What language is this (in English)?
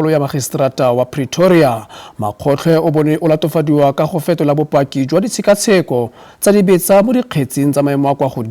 Tswana